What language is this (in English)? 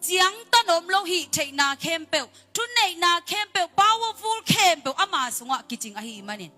Tedim Chin